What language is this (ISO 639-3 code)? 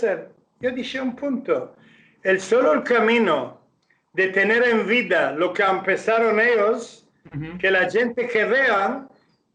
lad